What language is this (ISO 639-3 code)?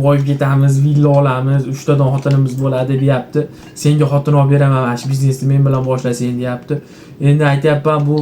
uzb